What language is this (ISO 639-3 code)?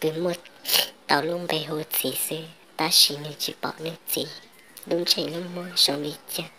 hmn